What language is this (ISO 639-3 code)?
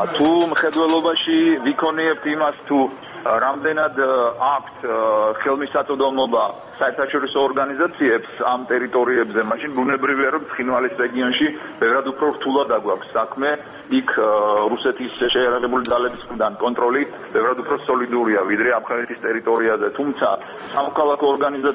kat